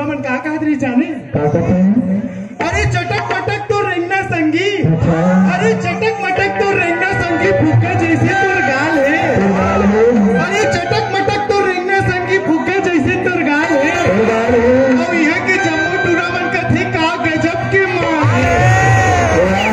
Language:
Chhattisgarhi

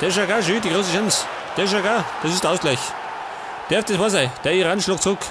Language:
Bavarian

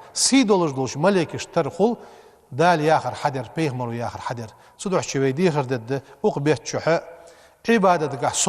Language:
Ingush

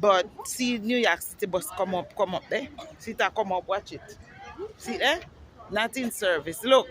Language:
Jamaican Creole English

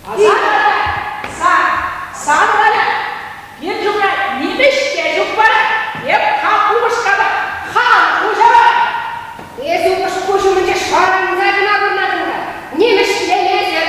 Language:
Chuvash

